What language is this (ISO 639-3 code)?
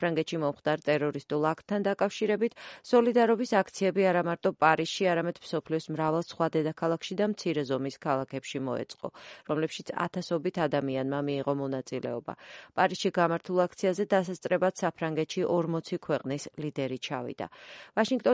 kat